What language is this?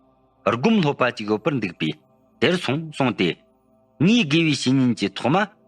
Tibetan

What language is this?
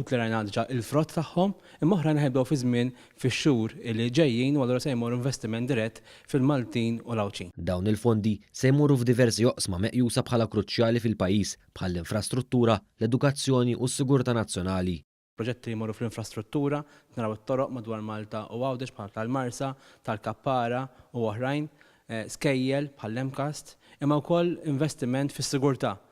Maltese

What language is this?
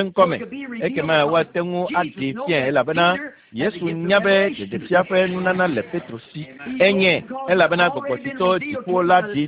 Ewe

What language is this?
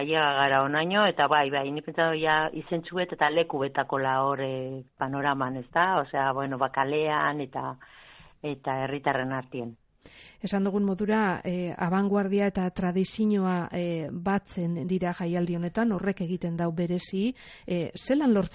Basque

